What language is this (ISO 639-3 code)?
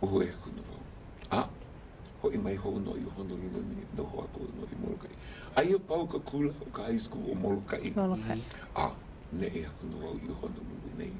haw